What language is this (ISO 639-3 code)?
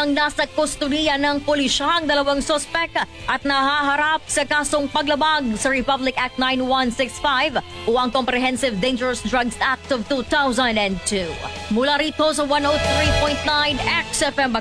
fil